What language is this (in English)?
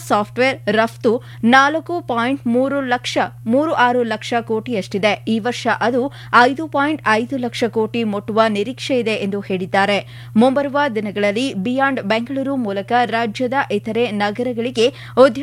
Kannada